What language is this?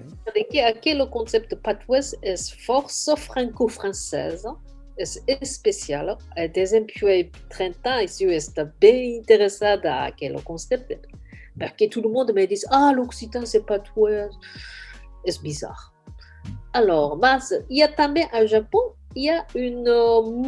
Occitan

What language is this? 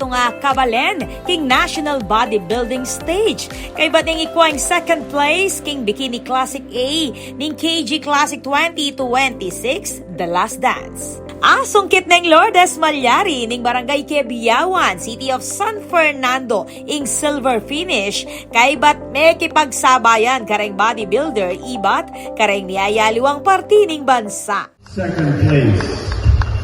Pampanga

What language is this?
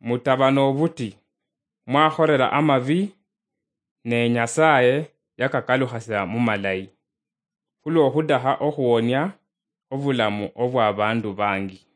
Luyia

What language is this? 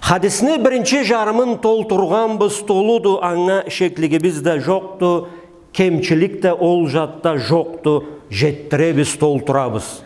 Karachay-Balkar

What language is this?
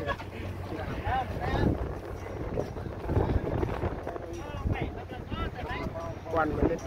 Central Mnong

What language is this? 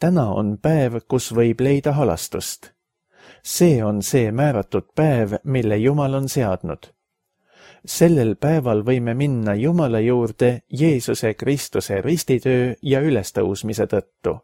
Estonian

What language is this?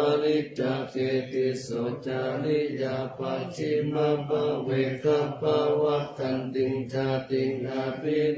Pali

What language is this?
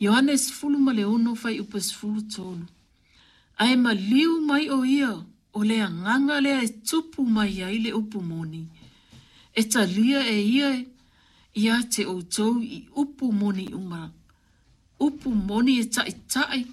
Samoan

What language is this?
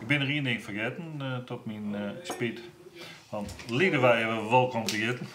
Western Frisian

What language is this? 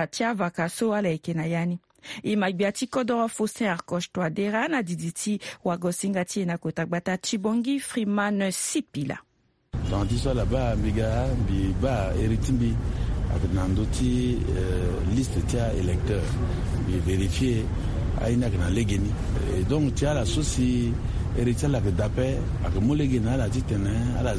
Sango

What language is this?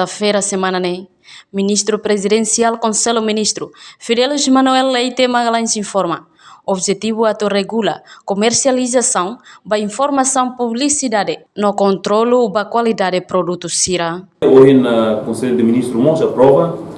Tetum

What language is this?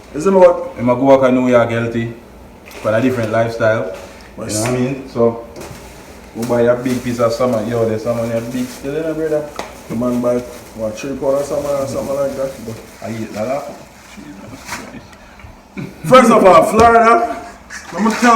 Jamaican Creole English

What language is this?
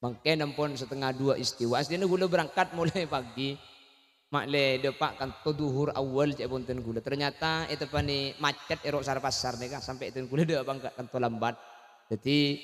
Madurese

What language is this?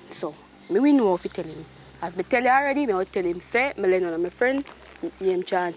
Jamaican Creole English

